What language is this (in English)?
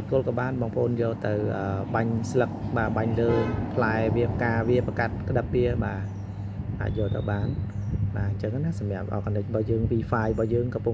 Khmer